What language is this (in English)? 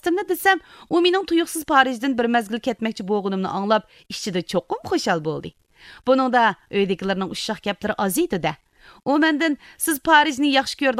Uyghur